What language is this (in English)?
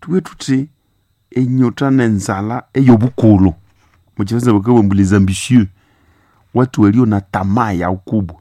Nande